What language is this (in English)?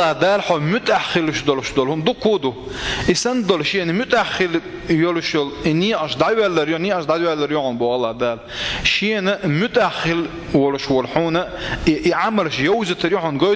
Chechen